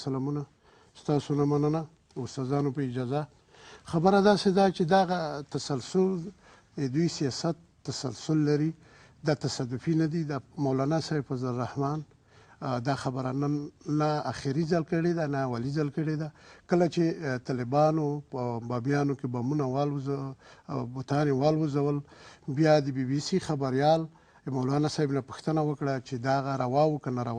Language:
Pashto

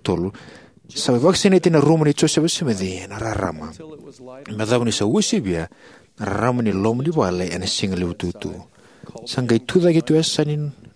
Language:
Fijian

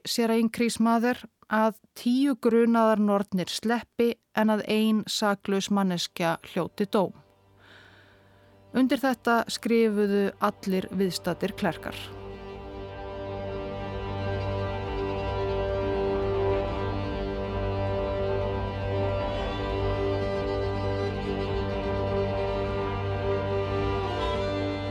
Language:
Icelandic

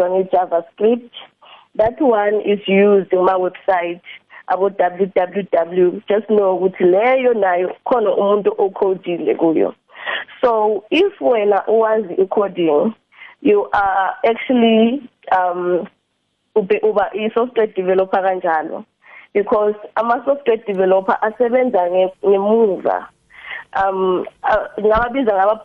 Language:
South Ndebele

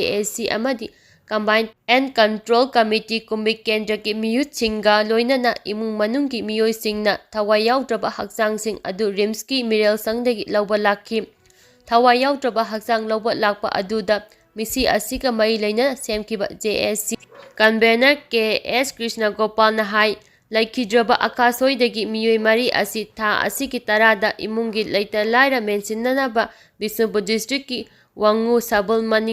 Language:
Manipuri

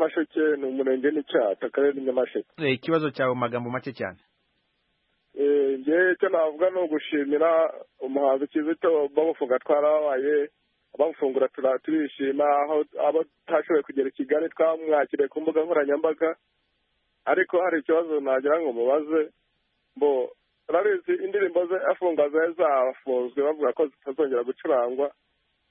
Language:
Kinyarwanda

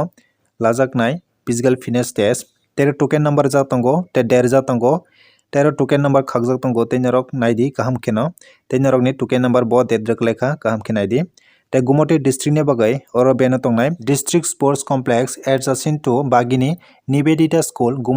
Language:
Kok Borok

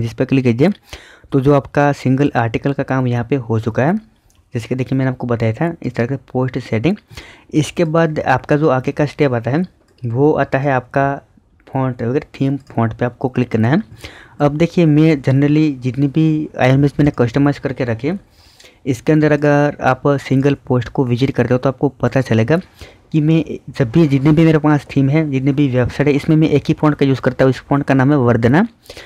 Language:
Hindi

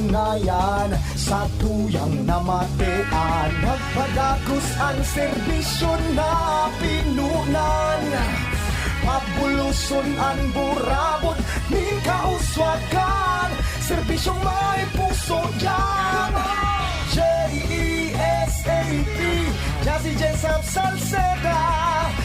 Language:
Bikol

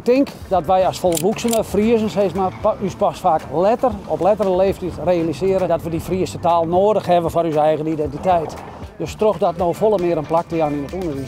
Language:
Western Frisian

